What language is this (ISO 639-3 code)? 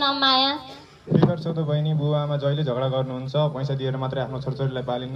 nep